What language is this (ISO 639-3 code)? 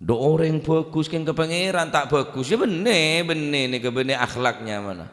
mad